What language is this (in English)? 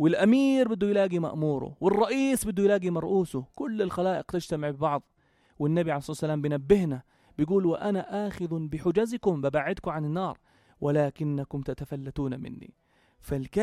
North Levantine Arabic